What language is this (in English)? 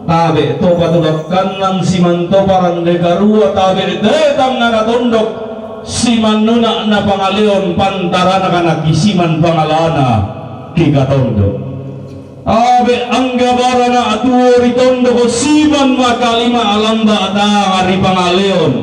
Toraja-Sa'dan